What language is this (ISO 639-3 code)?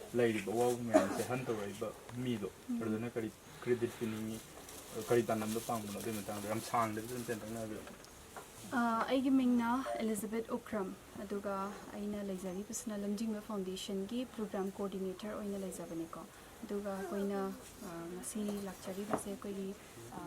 mni